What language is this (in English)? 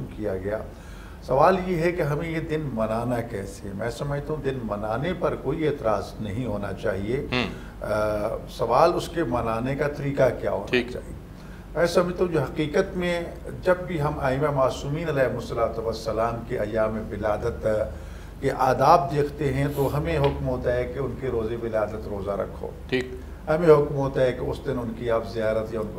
Urdu